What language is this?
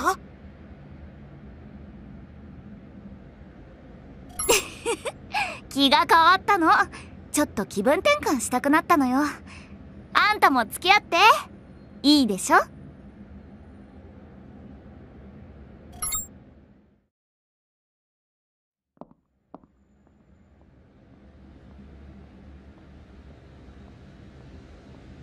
Japanese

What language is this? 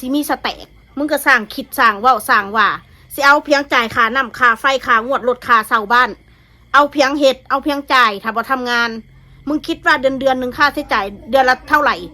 Northeastern Thai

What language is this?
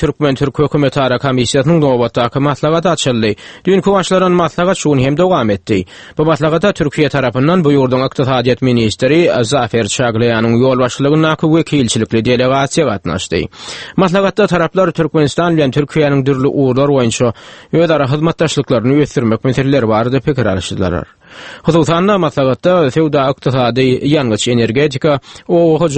Turkmen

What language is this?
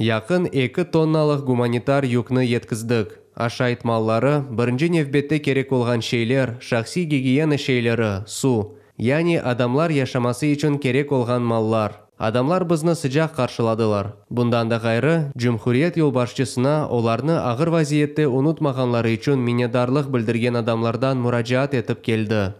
Crimean Tatar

